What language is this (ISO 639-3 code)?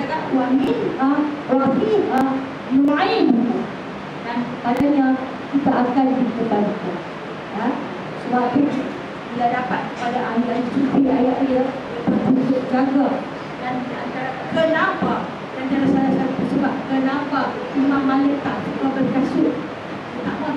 msa